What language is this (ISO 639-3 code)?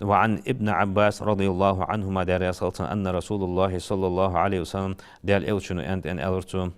inh